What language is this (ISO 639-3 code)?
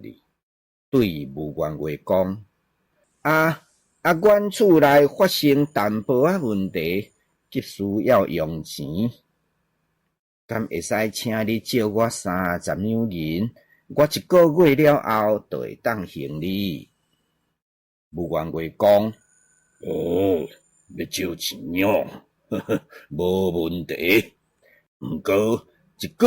nan